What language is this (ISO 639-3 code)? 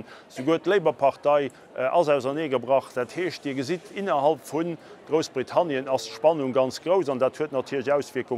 ltz